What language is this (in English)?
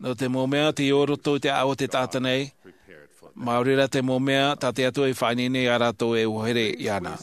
Tahitian